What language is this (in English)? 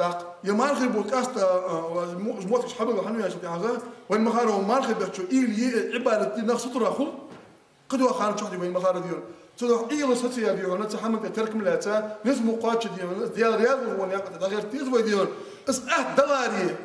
Ingush